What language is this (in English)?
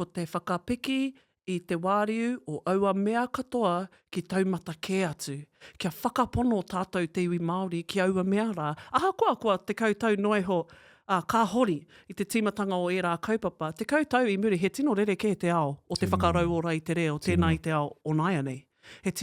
Māori